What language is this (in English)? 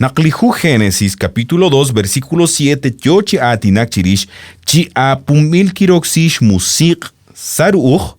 Kekchí